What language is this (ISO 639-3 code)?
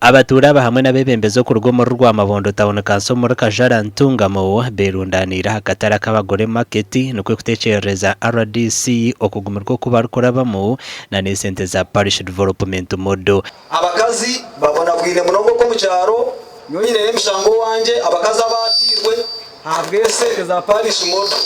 nyn